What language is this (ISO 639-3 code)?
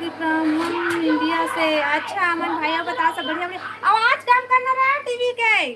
hne